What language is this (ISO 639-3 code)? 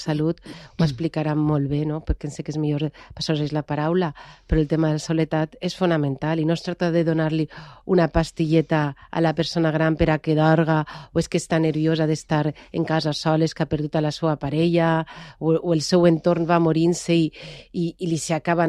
cat